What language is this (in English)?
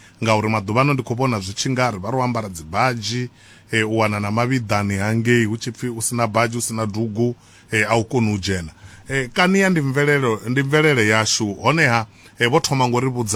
Venda